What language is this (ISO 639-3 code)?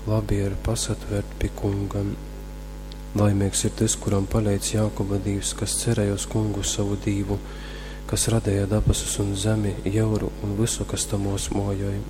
ltg